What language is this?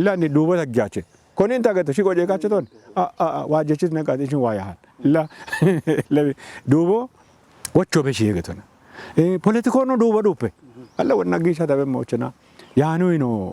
Kafa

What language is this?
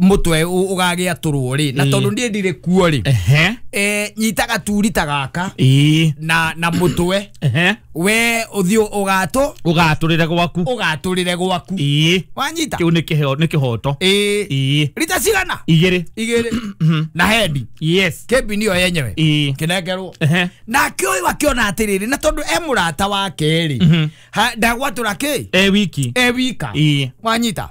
Kikuyu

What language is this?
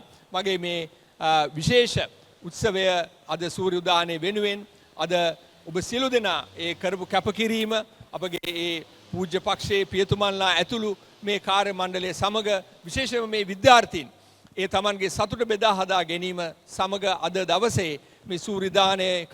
Sinhala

